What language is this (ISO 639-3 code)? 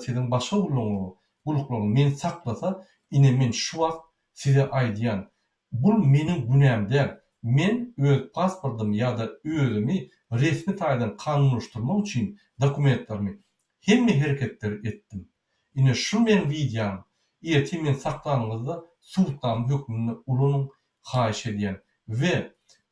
tuk